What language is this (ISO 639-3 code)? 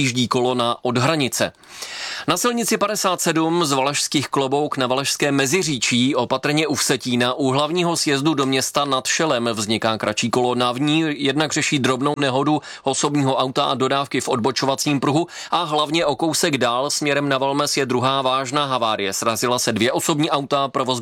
ces